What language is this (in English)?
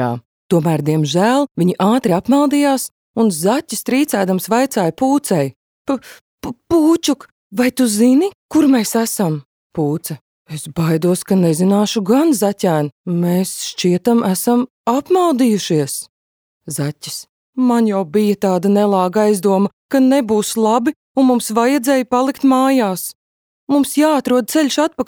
Latvian